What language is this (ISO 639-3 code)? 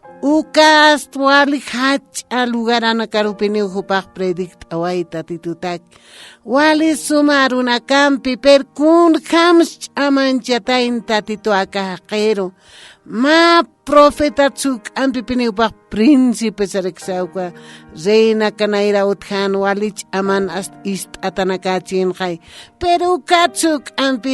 aym